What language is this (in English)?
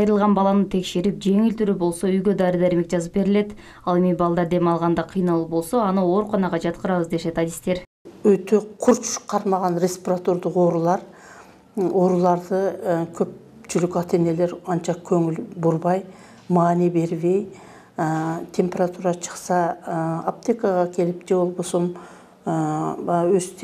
Kyrgyz